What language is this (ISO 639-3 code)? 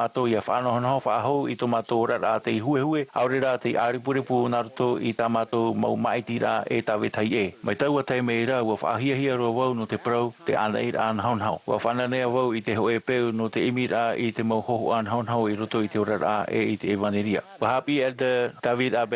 tah